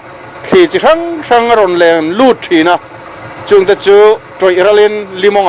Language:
Mizo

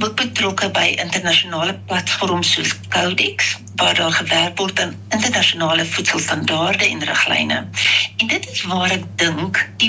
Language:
Afrikaans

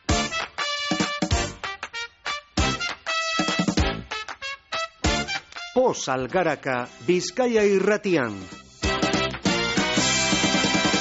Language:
Basque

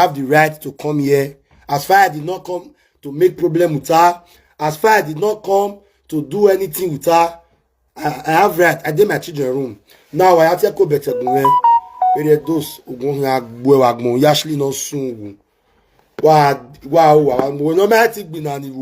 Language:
Nigerian Pidgin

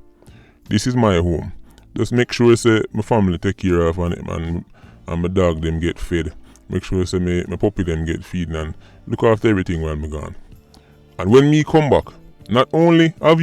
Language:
Jamaican Creole English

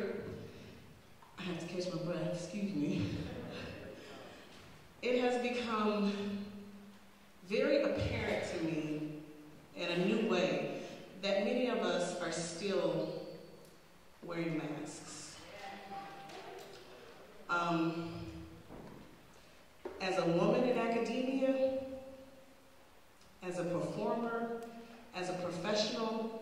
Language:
English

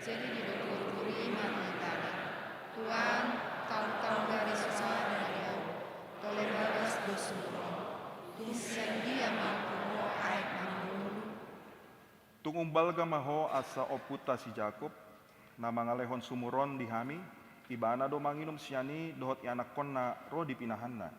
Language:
Batak Toba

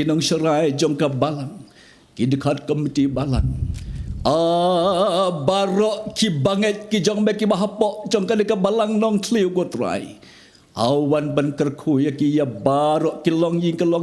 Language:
Khasi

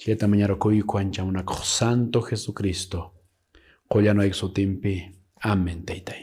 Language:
Quechua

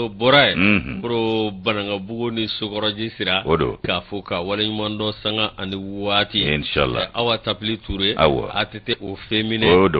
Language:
Bambara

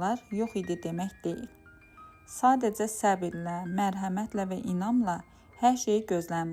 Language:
Azerbaijani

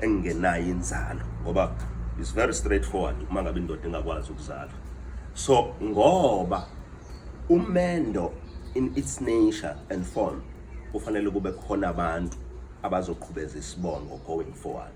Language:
Zulu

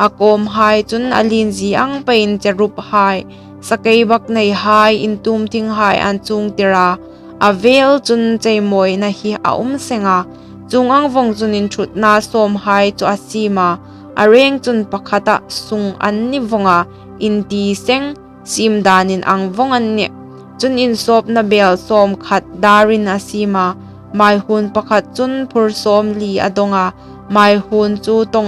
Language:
Hmar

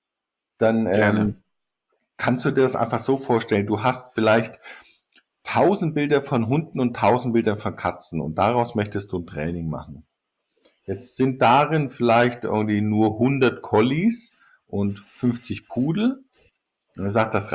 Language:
German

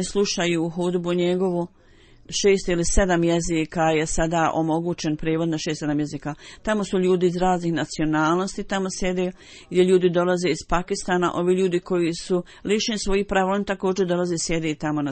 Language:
Bosnian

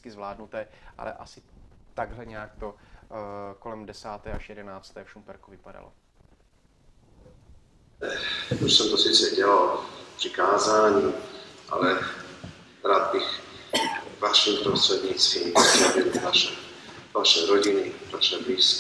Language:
Czech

